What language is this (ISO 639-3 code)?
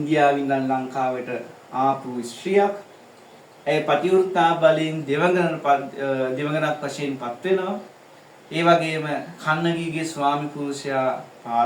sin